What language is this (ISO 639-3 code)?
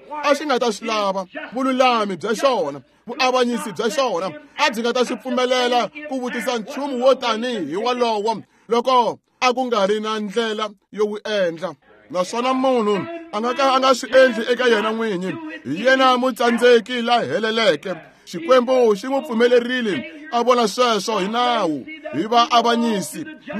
tso